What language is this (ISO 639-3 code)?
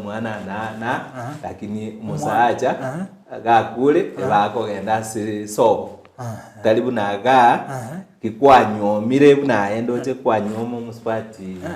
guz